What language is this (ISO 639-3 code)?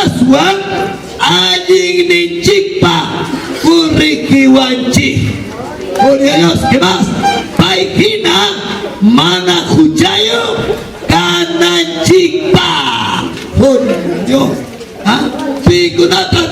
quy